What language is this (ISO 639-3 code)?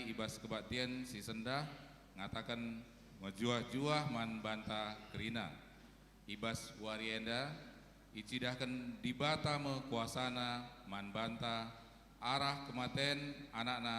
btx